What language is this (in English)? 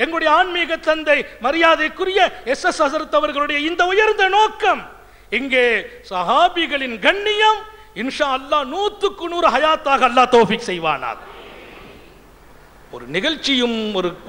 Tamil